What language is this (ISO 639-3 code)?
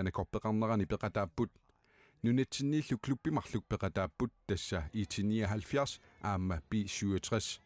kal